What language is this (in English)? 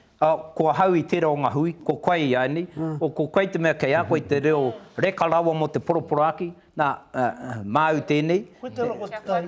Māori